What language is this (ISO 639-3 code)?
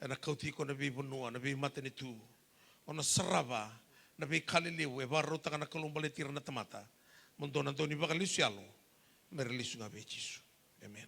fij